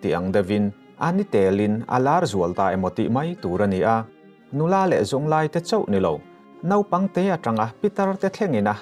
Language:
Mizo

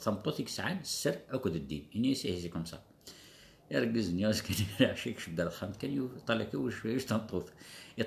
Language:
Kabyle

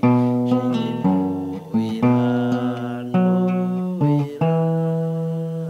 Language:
Kinyarwanda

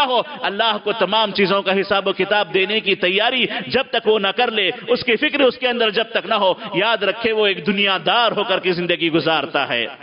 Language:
Urdu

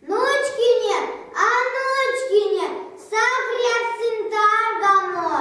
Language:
Erzya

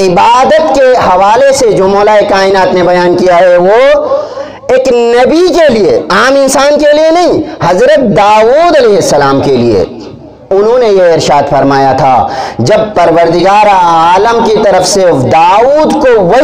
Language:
Urdu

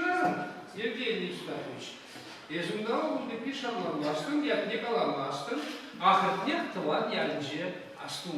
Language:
Chuvash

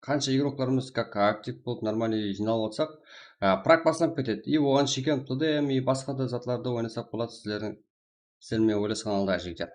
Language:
Kara-Kalpak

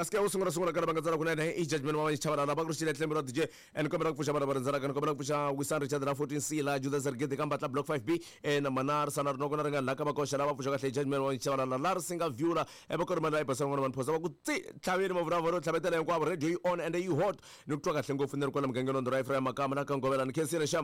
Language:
Tsonga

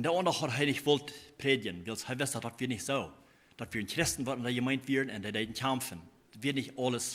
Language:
Plautdietsch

